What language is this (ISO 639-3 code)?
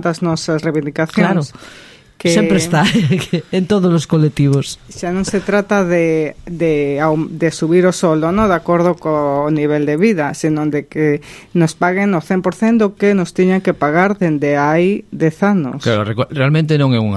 glg